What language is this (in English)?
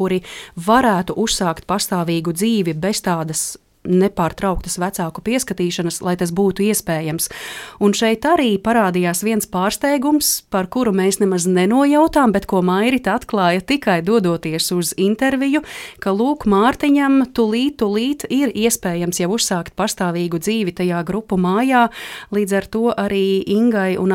Latvian